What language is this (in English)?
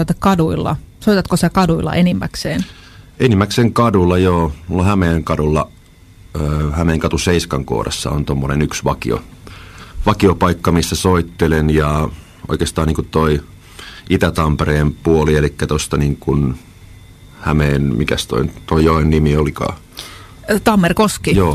Finnish